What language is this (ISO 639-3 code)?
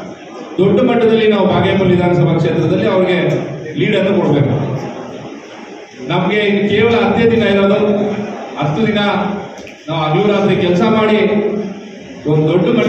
kan